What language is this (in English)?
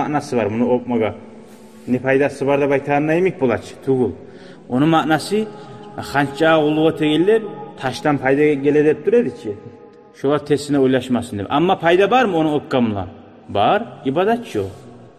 Kumyk